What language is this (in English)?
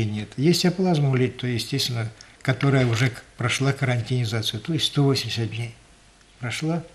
Russian